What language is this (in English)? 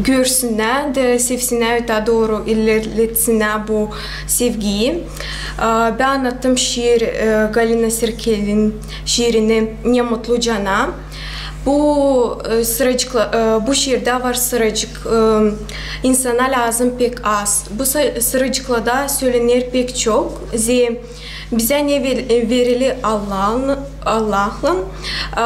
Gagauz